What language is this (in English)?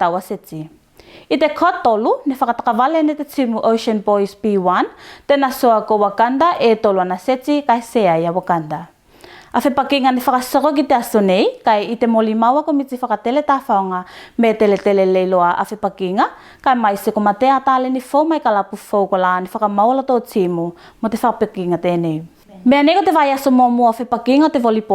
Tuvalu